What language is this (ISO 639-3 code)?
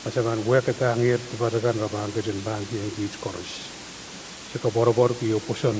pon